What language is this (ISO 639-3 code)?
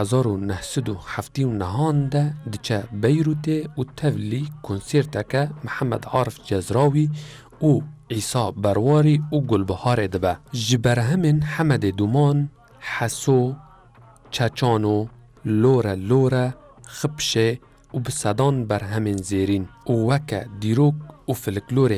kur